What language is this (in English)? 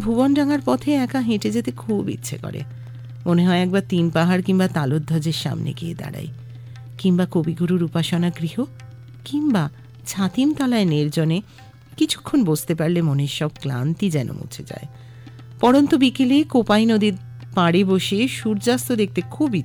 Bangla